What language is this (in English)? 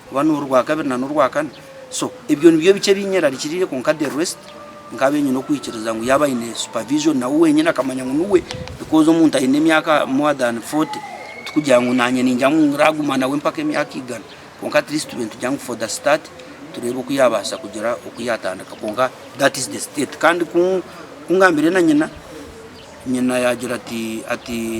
Nyankole